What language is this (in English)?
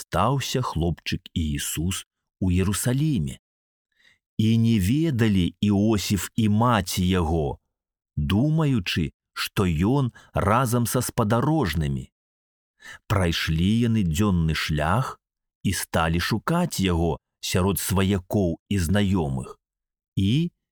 Belarusian